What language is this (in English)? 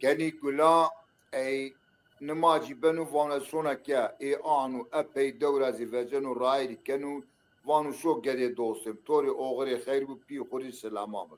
Zaza